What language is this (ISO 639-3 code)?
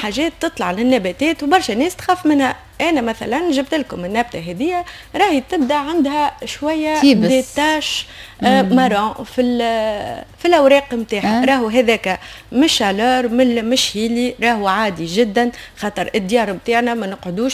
aeb